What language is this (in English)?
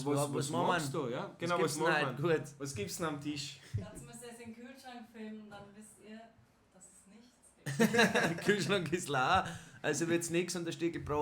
Bavarian